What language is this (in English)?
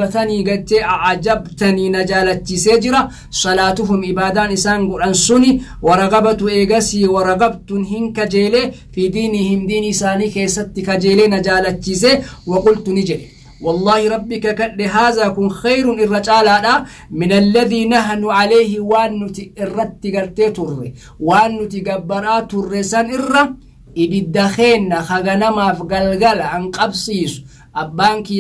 Oromo